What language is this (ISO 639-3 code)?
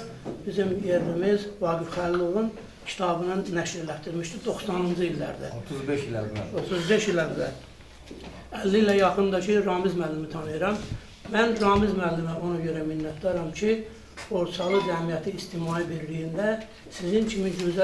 aze